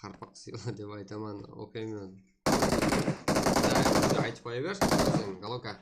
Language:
Kara-Kalpak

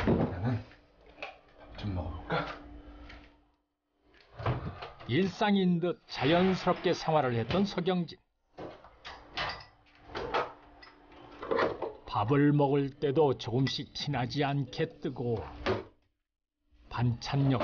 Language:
Korean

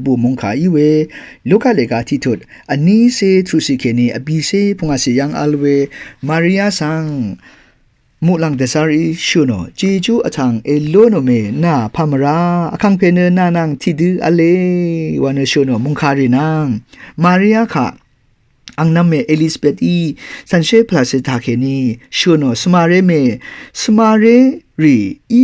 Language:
Rawang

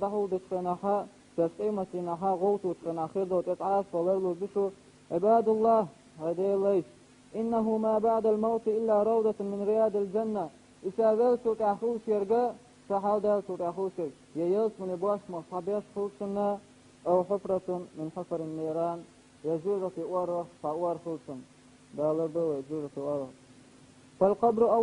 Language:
Chechen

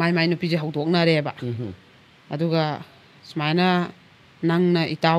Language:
Manipuri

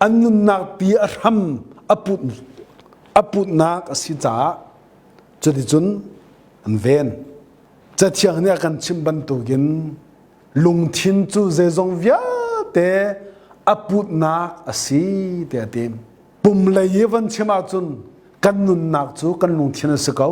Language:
Hakha Chin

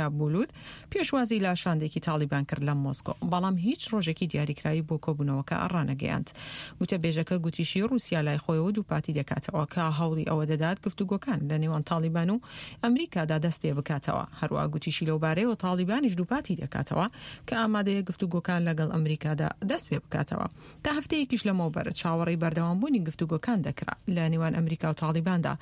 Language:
Central Kurdish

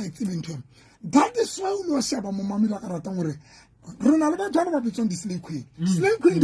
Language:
Southern Sotho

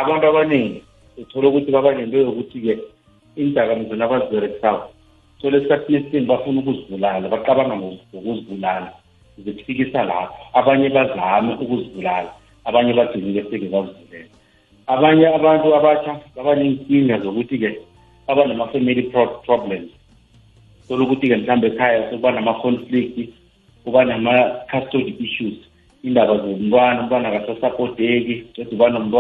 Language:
South Ndebele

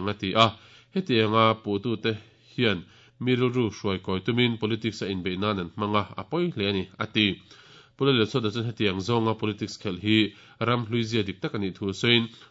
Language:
Mizo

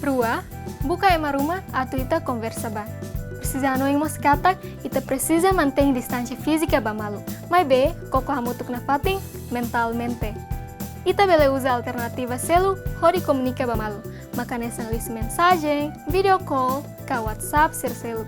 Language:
Tetum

